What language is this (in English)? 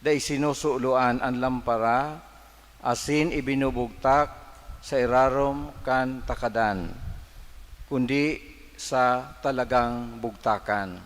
Bikol